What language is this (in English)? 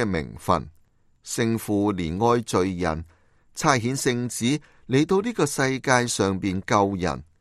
Cantonese